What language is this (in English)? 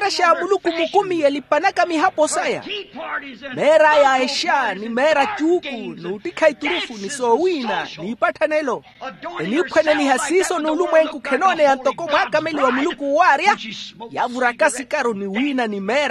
Makhuwa